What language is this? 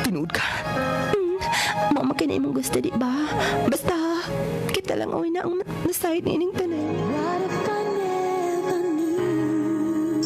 Cebuano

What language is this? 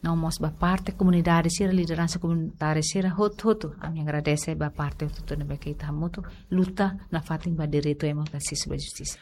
Tetum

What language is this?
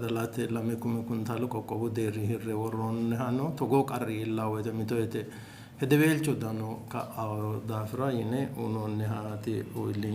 Sidamo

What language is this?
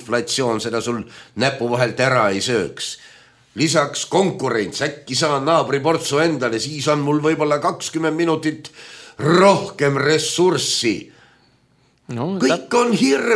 Estonian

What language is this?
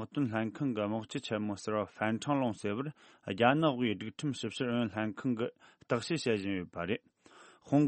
Tibetan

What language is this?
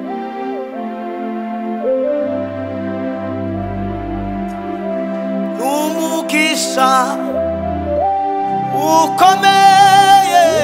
Kinyarwanda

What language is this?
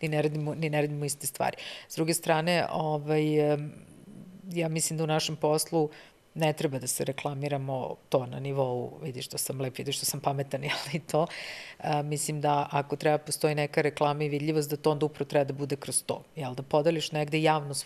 Serbian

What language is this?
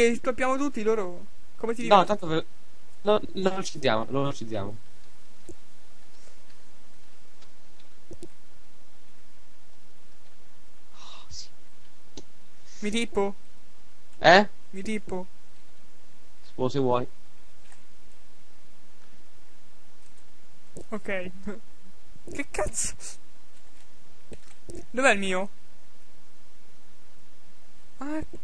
Italian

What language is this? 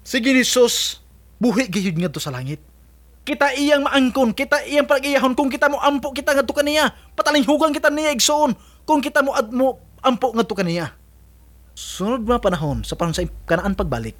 Cebuano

